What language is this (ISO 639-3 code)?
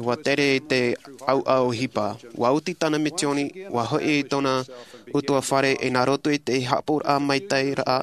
tah